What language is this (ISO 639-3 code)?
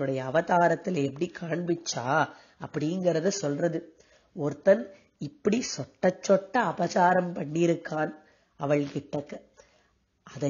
tam